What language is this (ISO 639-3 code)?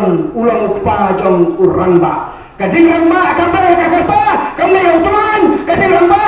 kha